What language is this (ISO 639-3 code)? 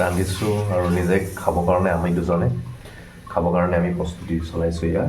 asm